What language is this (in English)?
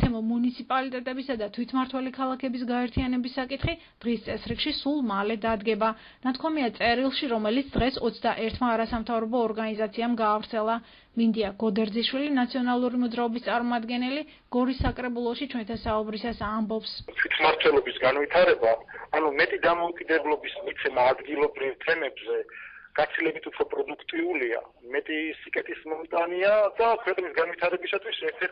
Georgian